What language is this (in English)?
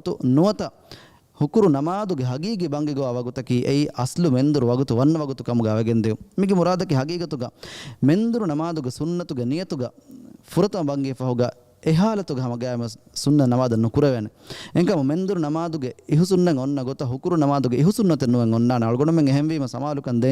Divehi